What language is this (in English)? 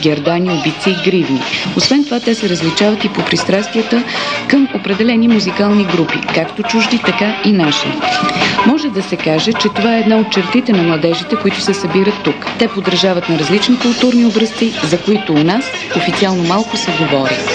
Bulgarian